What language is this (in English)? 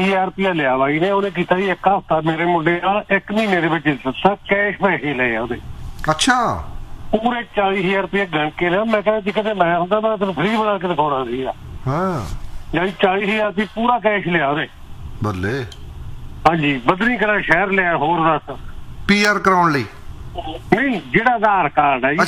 Punjabi